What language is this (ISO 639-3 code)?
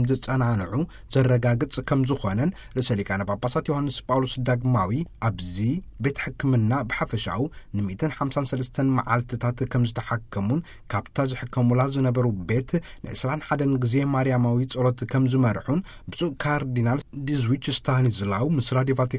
tir